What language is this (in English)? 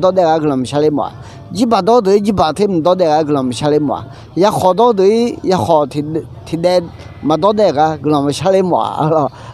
Akha